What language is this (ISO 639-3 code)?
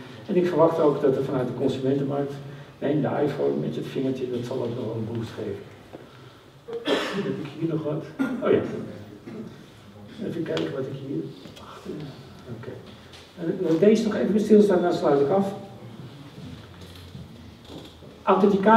nld